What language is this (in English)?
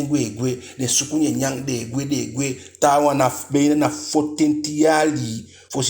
Eastern Maroon Creole